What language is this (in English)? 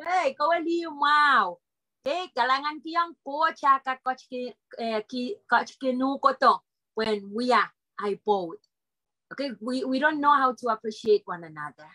Pohnpeian